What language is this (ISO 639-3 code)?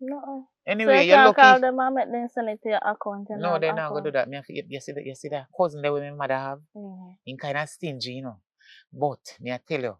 jam